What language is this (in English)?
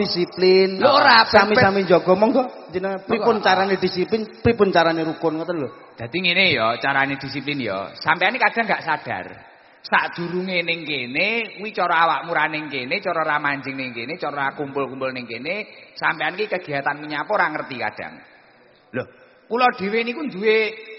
Javanese